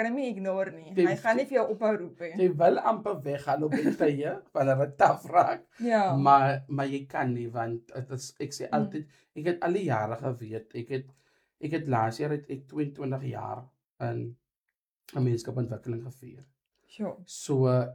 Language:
Afrikaans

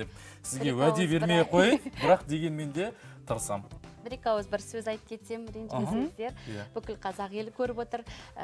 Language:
Kazakh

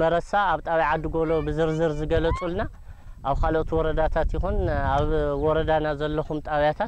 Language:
Tigrinya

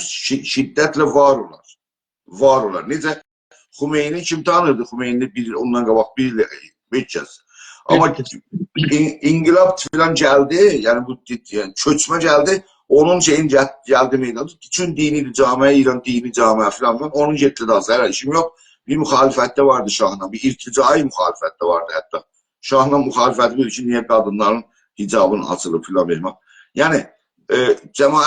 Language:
South Azerbaijani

